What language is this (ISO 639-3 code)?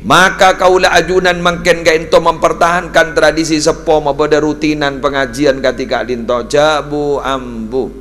mad